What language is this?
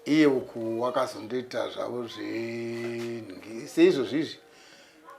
Shona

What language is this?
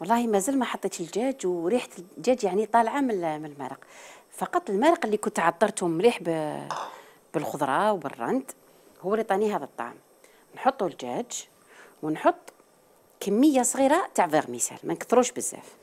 Algerian Arabic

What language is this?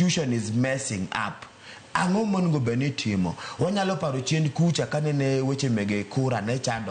Luo (Kenya and Tanzania)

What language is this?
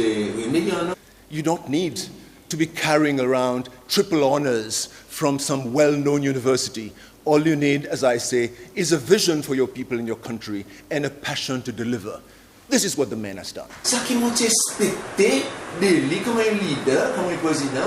Seselwa Creole French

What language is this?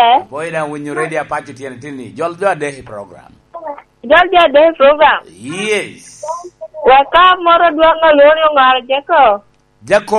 Lango (Uganda)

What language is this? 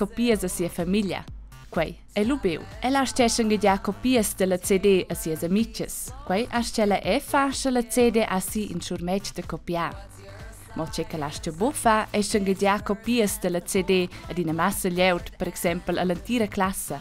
Romansh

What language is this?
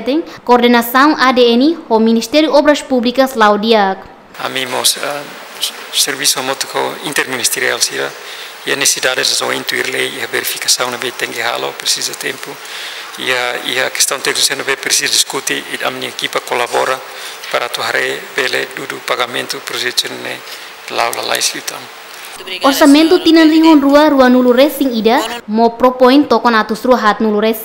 Tetum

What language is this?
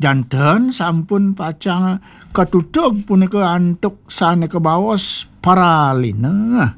Balinese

